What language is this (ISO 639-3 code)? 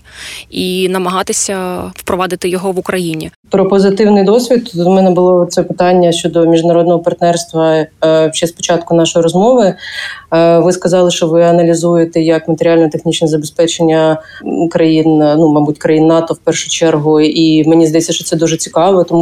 ukr